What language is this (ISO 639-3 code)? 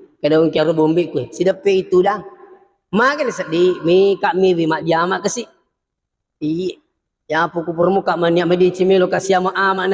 bug